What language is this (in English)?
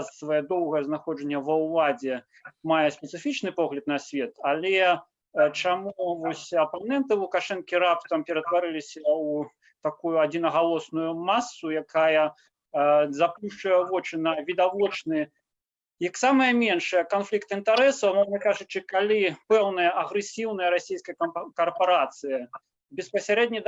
Belarusian